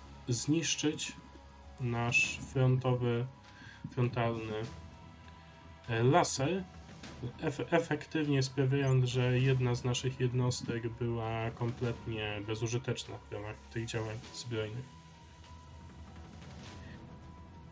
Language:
Polish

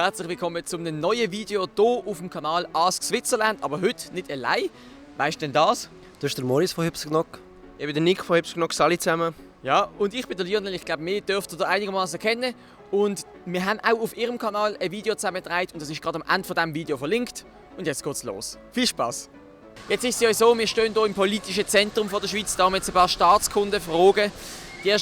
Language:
Swiss German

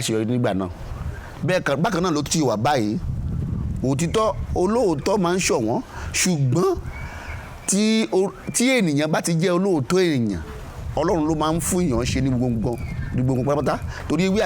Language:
Yoruba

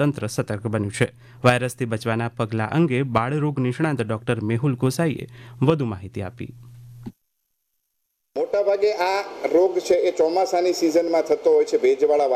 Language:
Gujarati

